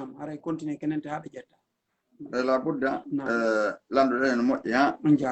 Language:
Fula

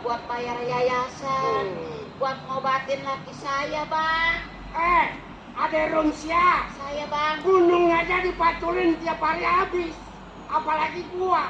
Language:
Betawi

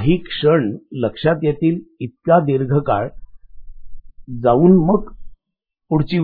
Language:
Marathi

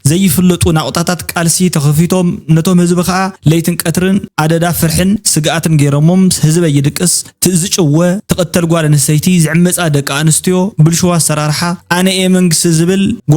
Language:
Tigrinya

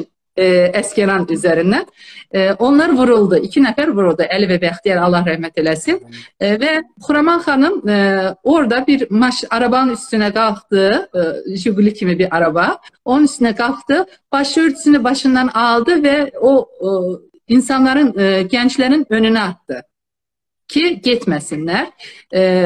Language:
South Azerbaijani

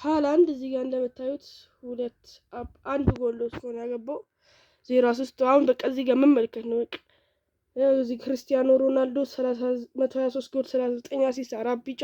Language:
Amharic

